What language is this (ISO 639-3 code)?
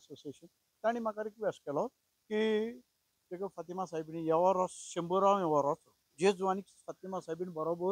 kok